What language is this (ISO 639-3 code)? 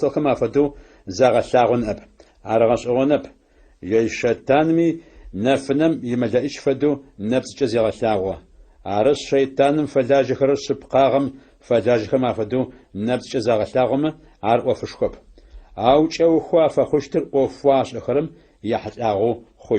ady